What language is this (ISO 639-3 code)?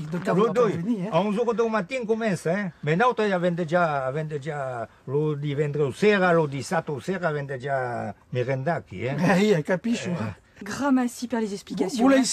oci